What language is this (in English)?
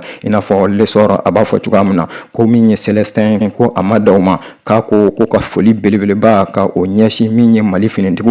Bambara